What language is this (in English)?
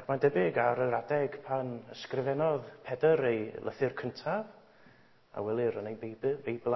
Welsh